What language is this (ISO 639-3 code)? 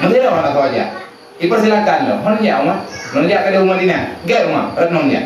ace